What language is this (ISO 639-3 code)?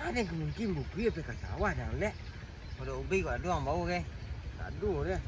min